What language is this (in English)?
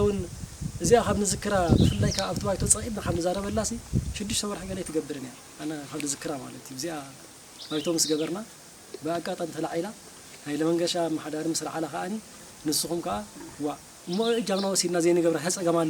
Tigrinya